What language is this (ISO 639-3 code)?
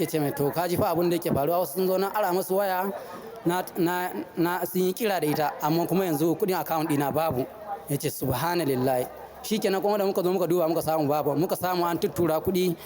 hau